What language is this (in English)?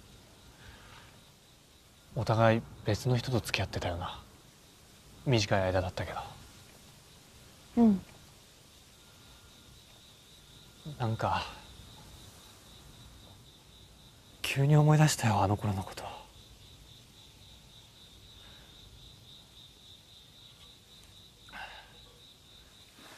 Japanese